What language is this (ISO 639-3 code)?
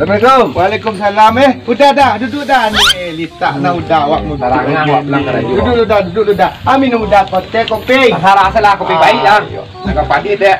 min